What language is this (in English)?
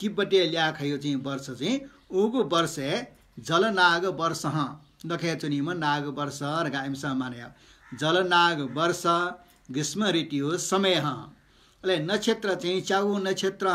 Newari